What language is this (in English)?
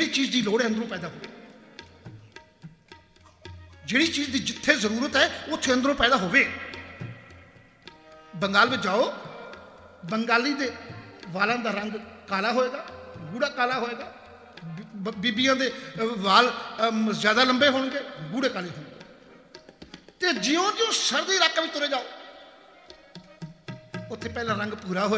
Punjabi